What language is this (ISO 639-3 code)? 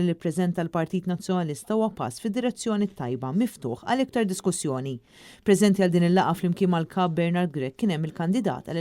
mlt